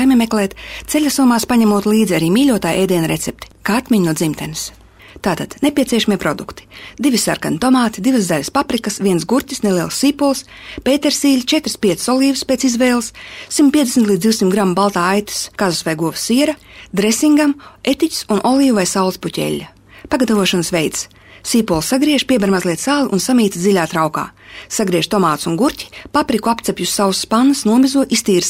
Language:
Latvian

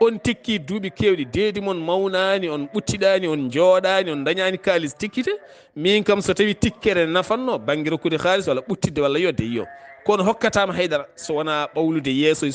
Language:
Fula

